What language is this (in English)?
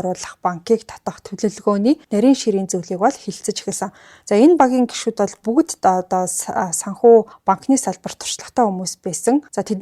Mongolian